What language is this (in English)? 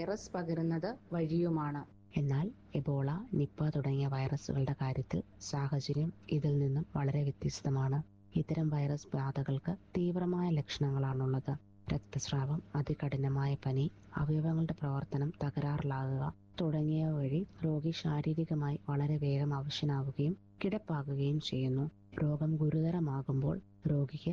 Malayalam